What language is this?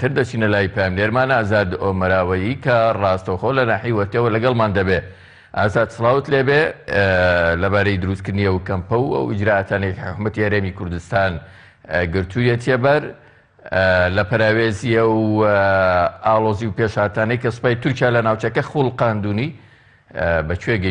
Central Kurdish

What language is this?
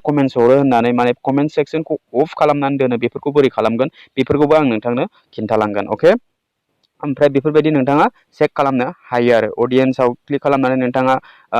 Bodo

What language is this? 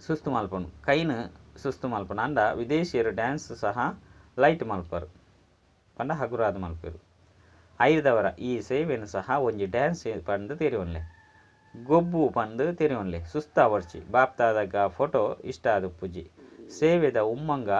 Tulu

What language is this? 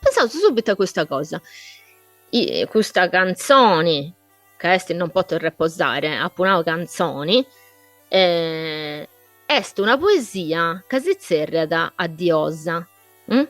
Sardinian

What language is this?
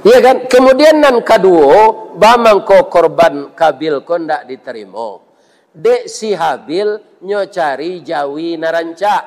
Minangkabau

